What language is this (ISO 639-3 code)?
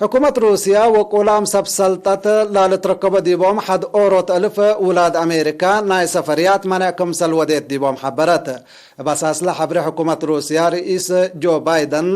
tig